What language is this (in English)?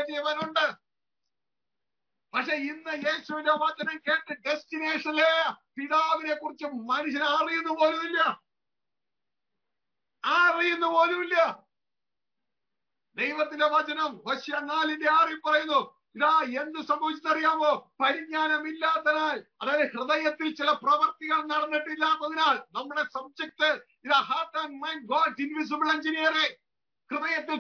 Malayalam